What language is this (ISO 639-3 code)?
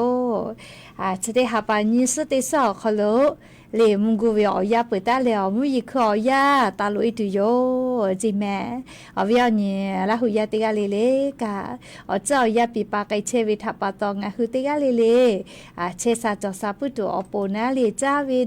lhu